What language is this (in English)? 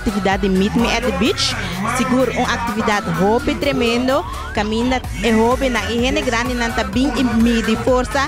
Papiamento